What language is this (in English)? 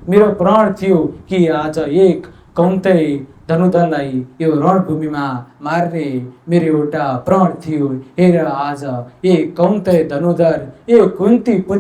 Nepali